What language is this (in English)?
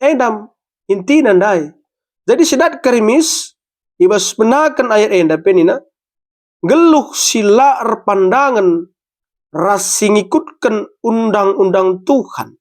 Batak Karo